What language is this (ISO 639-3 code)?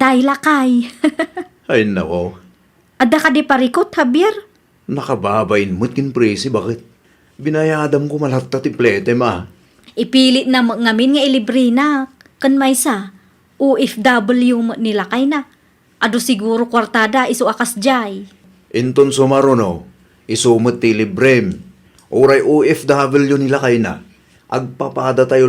ilo